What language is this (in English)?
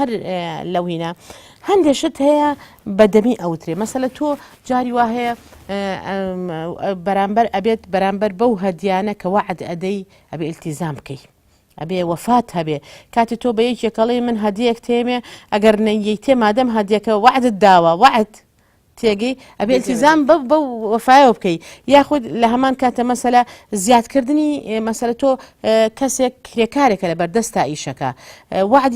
Central Kurdish